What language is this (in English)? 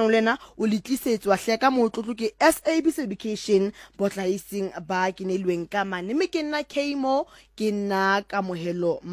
Southern Sotho